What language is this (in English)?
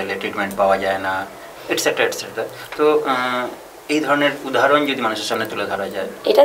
Bangla